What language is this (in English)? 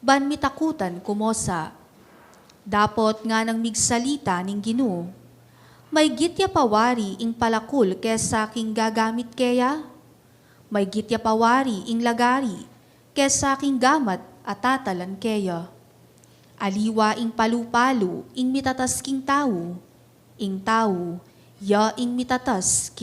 Pampanga